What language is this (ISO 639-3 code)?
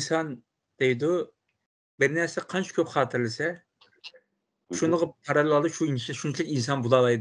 uig